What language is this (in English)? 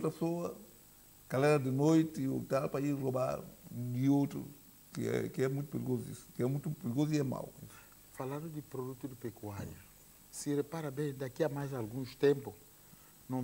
Portuguese